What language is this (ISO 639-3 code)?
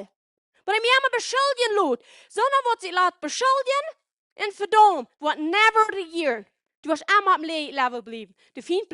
pdt